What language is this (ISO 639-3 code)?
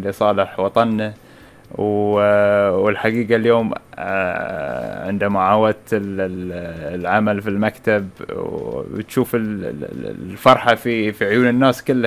afb